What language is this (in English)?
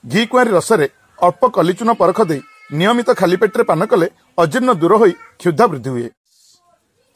Odia